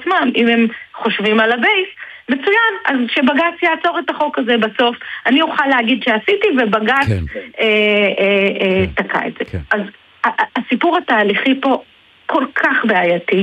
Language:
Hebrew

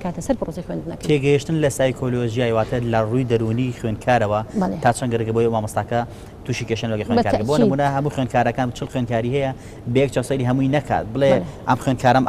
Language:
Central Kurdish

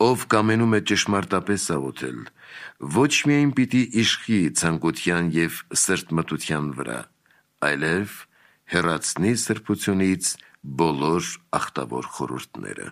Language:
Armenian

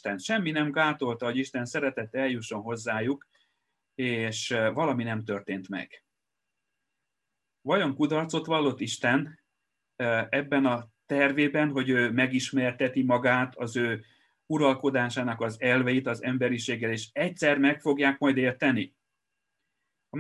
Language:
Hungarian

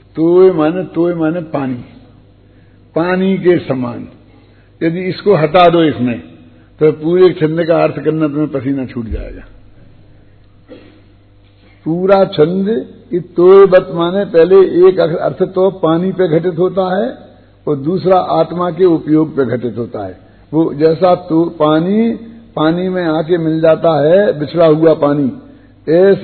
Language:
Hindi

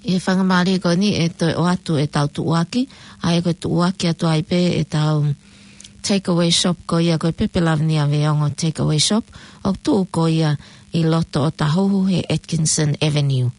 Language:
Tongan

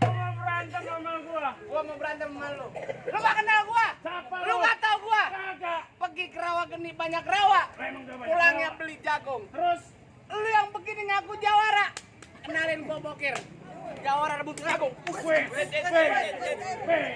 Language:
Betawi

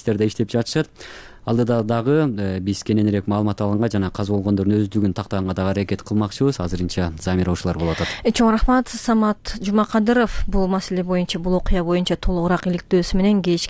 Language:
Kyrgyz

